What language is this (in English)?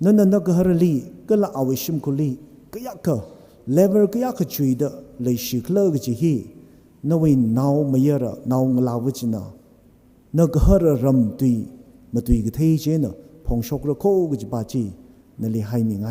Tangkhul Naga (India)